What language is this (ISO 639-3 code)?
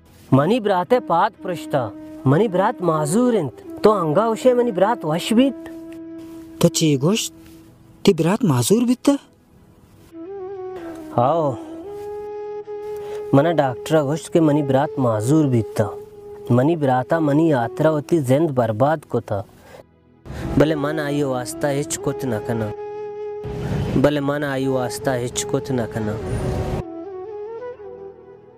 bal